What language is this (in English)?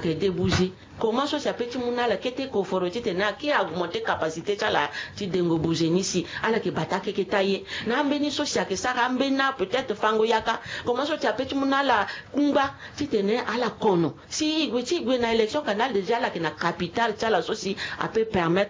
Sango